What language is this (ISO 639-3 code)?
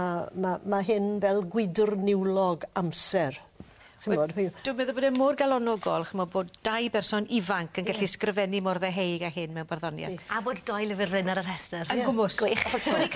cym